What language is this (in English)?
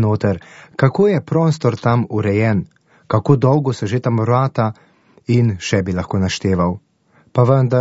Slovenian